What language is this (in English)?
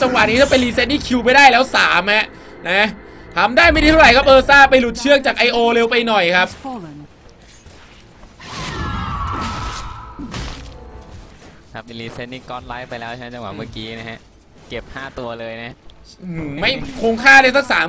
Thai